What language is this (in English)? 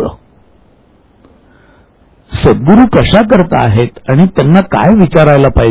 Marathi